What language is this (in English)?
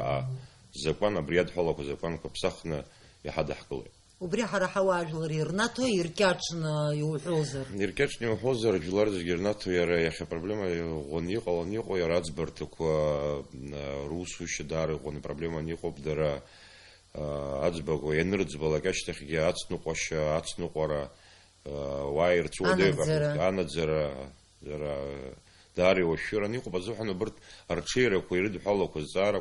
Abkhazian